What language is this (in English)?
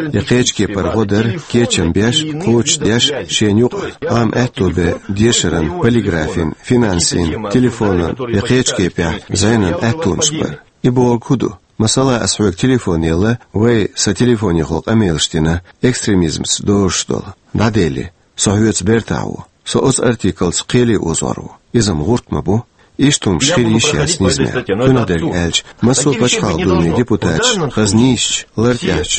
Chechen